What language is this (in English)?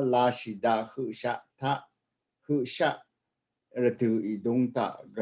Rawang